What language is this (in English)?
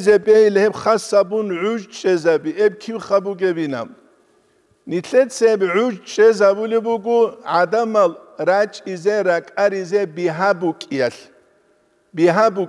Avaric